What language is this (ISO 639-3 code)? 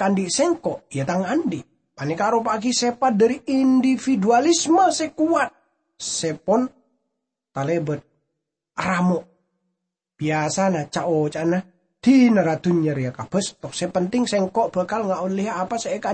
mad